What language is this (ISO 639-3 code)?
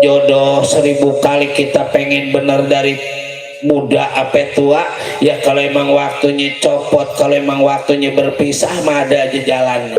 bew